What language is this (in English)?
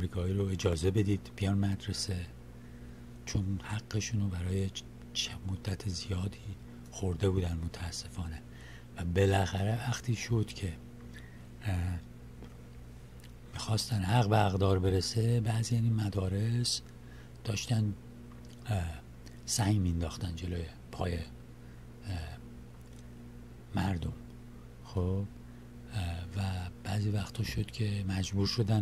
Persian